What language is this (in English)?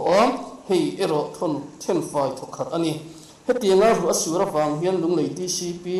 Mizo